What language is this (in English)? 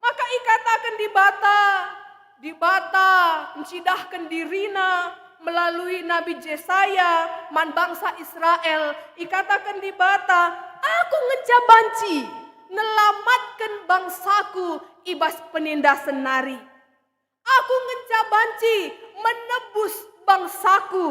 Batak Karo